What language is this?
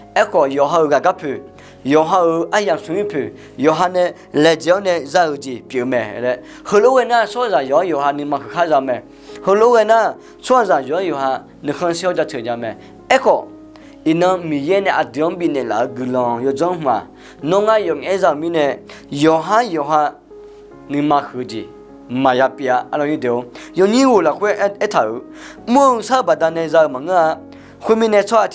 Akha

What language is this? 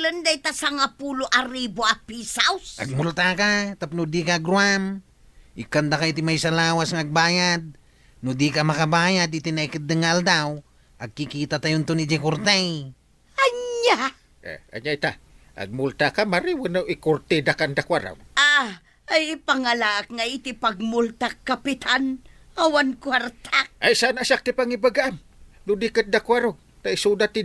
Iloko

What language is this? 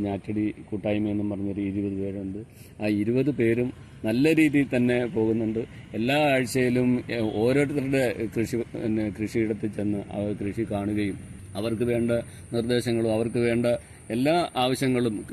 Malayalam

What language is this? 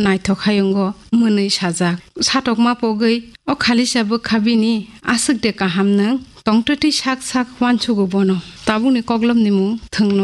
Kok Borok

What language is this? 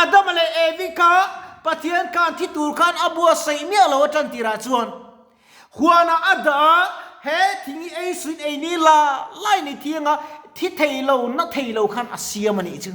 Mizo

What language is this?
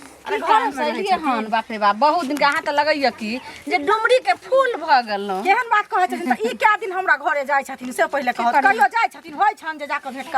Maithili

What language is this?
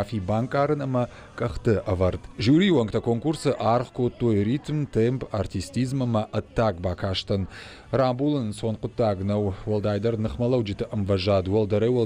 Ossetic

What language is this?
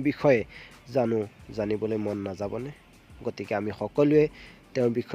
Assamese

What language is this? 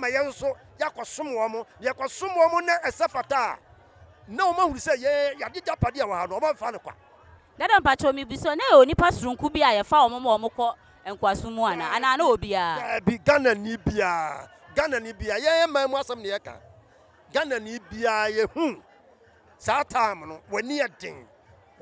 Akan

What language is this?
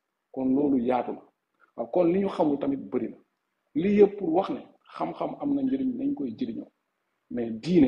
Wolof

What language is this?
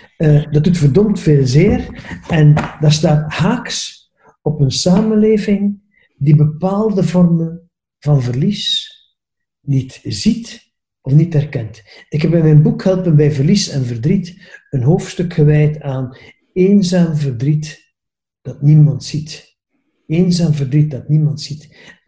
Dutch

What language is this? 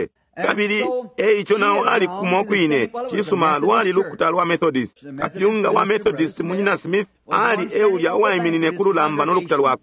Bemba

